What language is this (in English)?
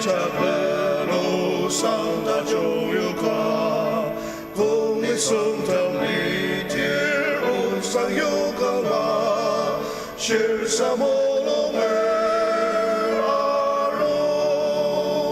Ao Naga